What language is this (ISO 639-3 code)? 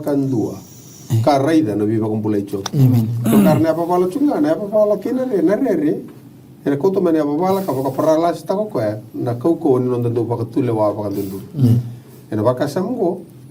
fij